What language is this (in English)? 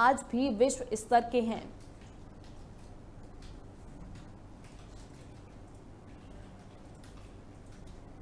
Hindi